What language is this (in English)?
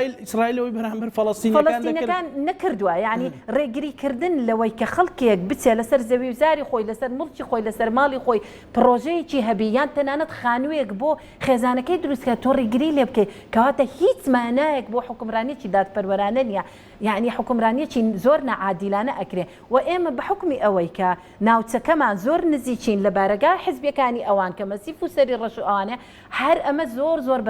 Central Kurdish